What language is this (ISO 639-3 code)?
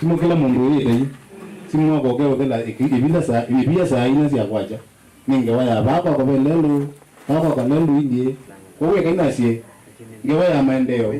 kam